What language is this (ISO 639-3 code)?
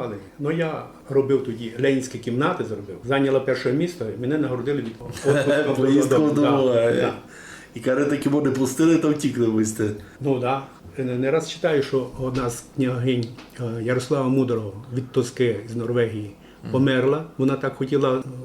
rue